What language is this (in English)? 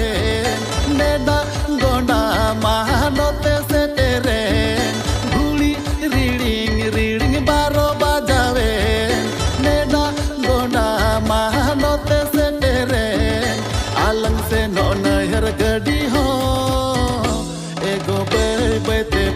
Santali